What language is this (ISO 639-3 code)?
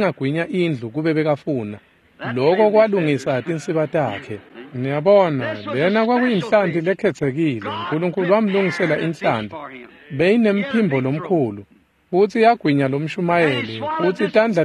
ssw